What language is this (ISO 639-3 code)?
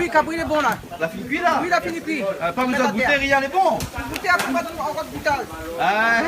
rcf